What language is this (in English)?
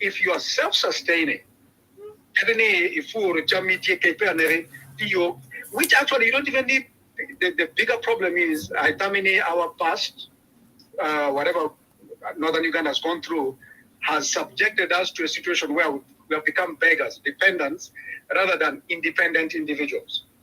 Acoli